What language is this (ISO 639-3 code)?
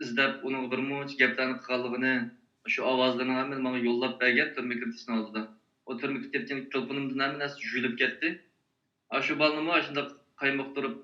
uig